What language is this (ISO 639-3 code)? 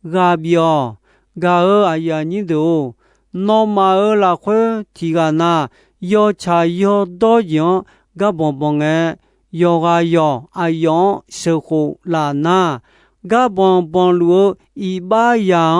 ahk